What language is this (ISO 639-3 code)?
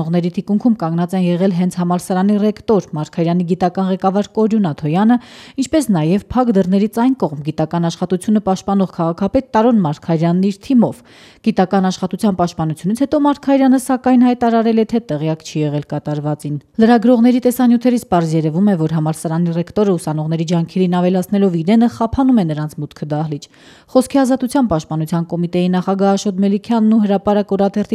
hye